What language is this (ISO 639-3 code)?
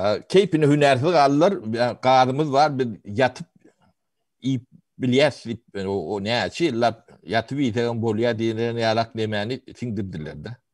tuk